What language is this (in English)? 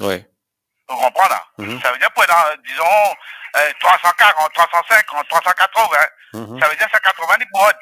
Morisyen